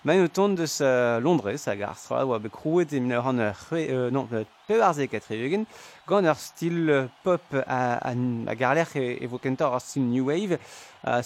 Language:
Breton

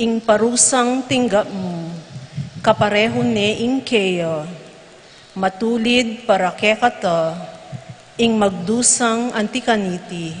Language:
Pampanga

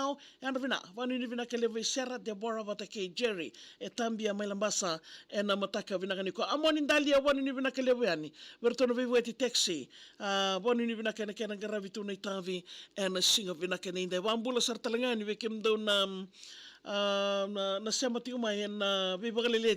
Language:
Fijian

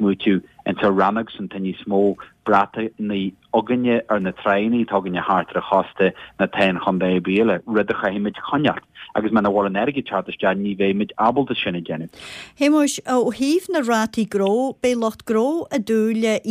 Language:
Irish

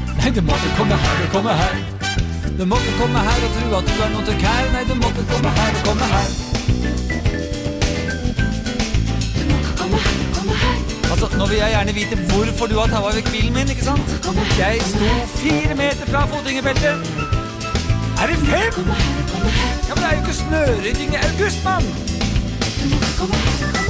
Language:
Norwegian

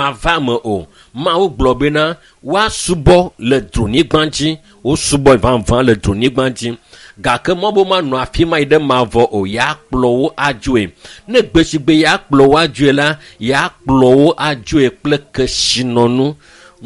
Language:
Ewe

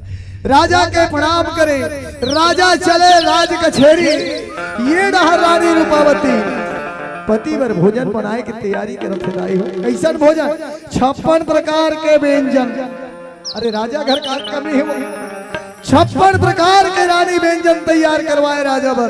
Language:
Chhattisgarhi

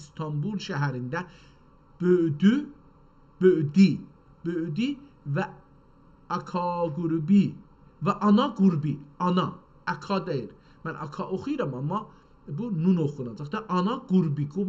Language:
South Azerbaijani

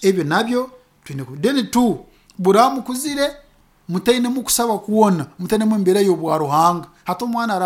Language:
Nyoro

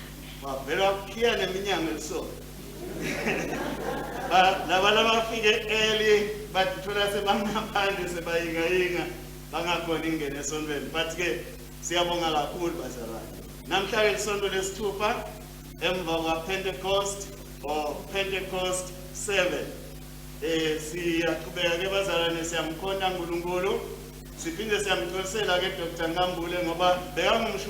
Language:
Swati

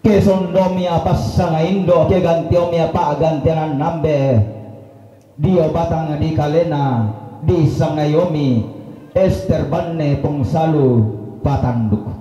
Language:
Toraja-Sa'dan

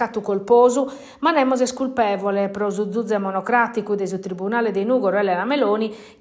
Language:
Sardinian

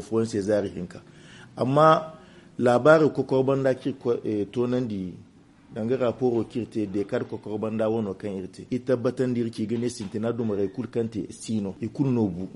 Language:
Zarma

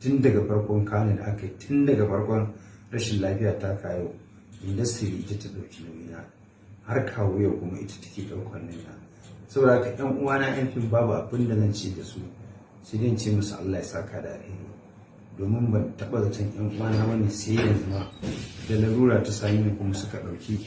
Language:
Hausa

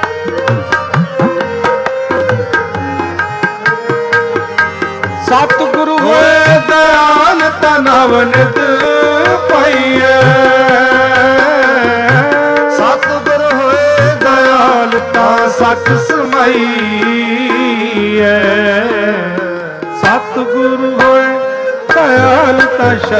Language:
Punjabi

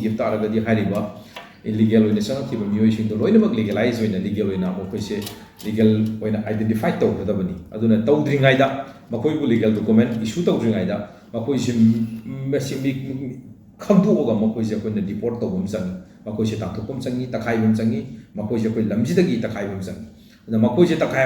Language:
Manipuri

